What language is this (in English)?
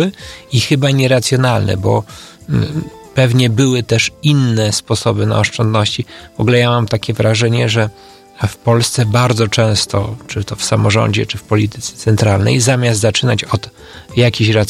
Polish